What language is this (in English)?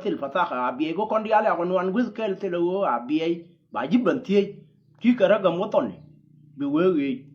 Nuer